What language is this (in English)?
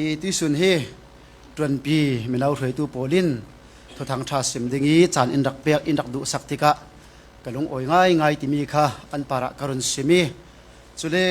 Falam Chin